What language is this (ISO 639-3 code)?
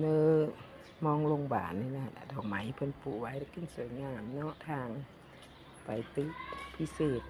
tts